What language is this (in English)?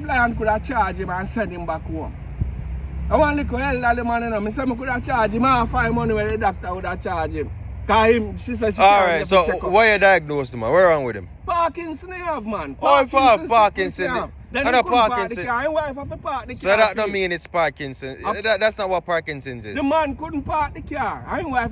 Jamaican Creole English